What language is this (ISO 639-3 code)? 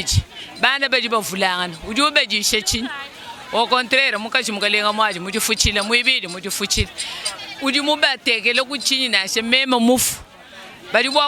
lua